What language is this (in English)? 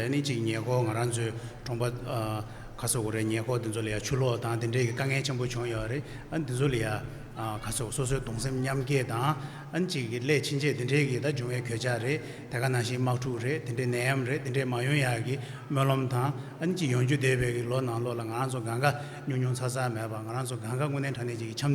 Tibetan